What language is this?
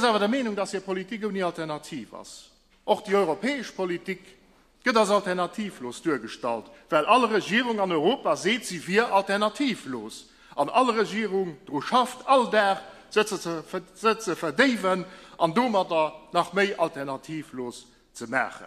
Luxembourgish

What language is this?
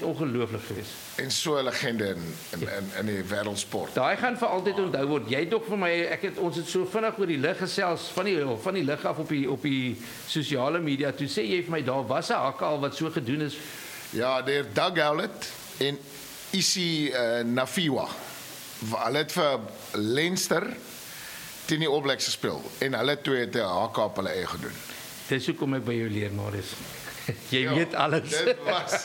Afrikaans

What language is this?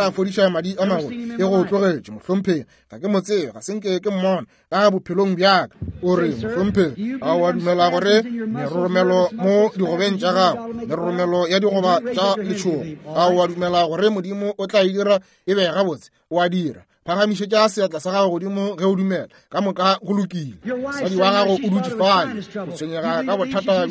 Northern Sotho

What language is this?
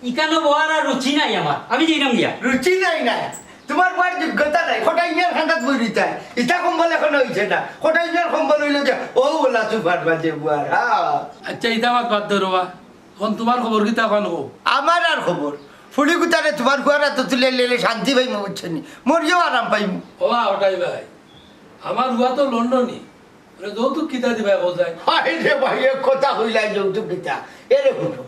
Sylheti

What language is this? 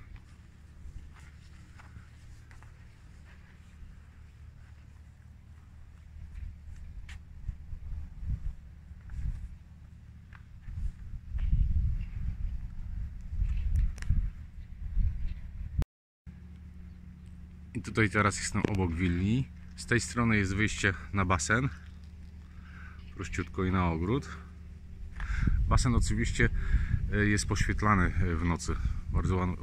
Polish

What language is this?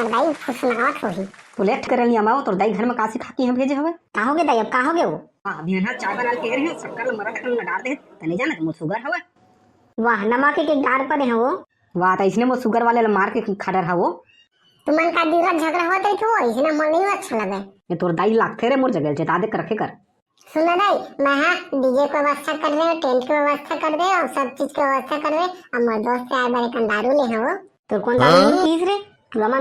Chhattisgarhi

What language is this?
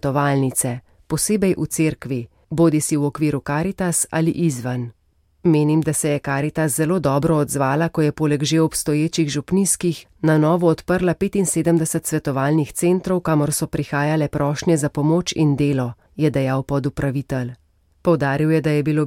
Slovenian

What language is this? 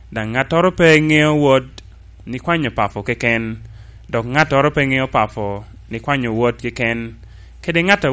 Lango (Uganda)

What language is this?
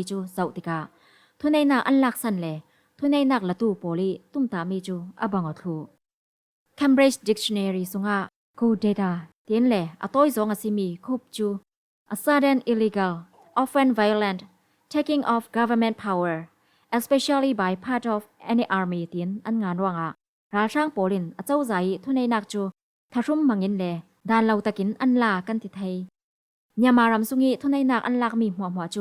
Falam Chin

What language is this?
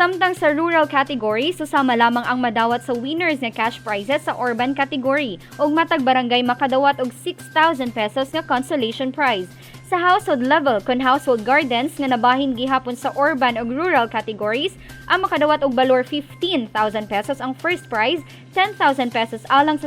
Cebuano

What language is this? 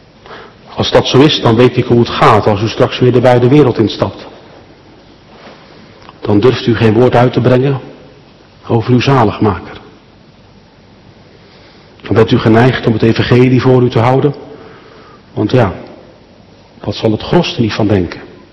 Dutch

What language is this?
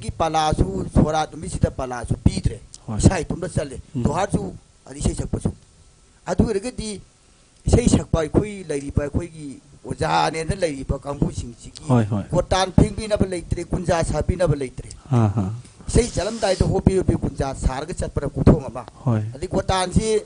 Manipuri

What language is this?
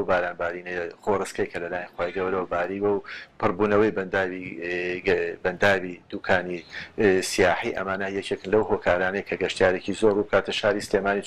Central Kurdish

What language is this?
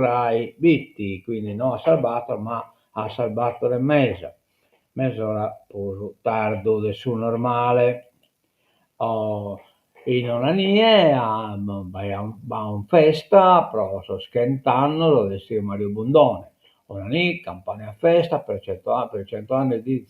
Sardinian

